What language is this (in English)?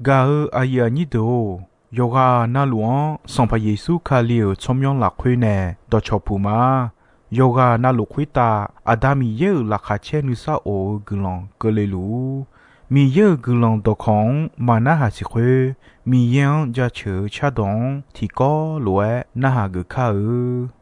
Akha